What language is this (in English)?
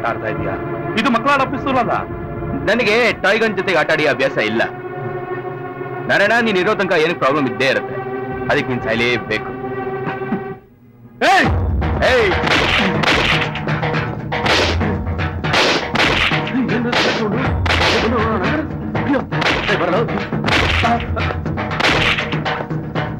Kannada